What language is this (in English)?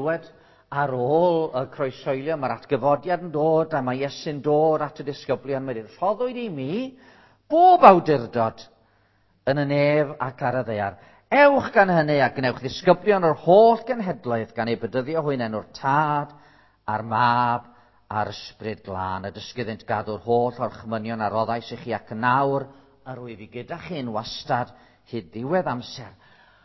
Welsh